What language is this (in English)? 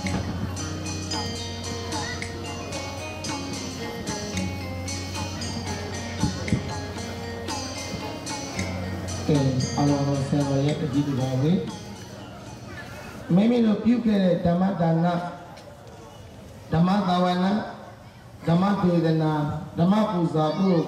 Burmese